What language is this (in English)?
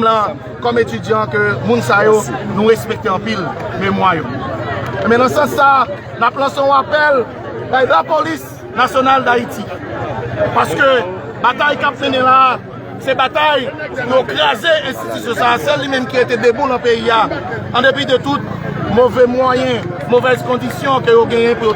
Haitian Creole